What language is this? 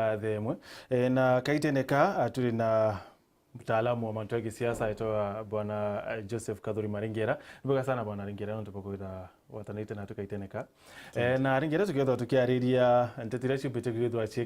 Meru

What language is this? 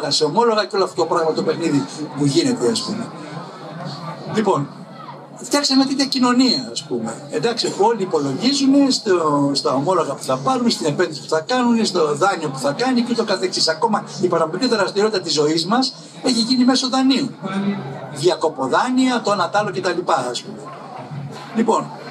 Greek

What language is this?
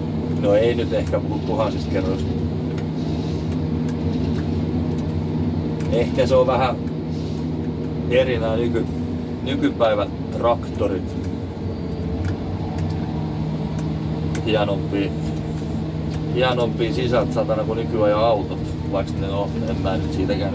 Finnish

